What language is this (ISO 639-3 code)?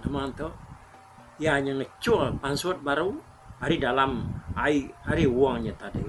iba